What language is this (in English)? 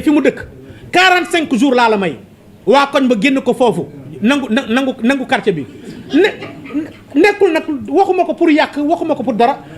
Wolof